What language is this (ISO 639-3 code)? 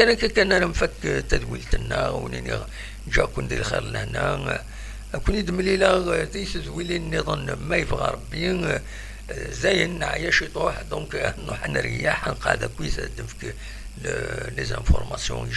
kab